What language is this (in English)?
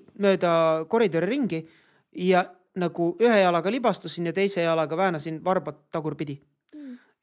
Estonian